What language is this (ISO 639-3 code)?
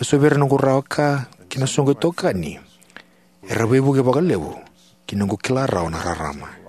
fij